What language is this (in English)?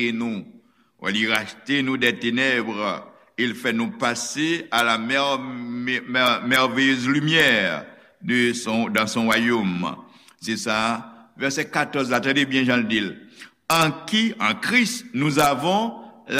Haitian Creole